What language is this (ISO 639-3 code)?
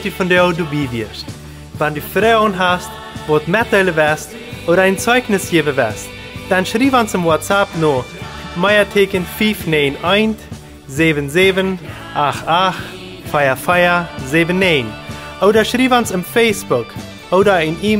pdt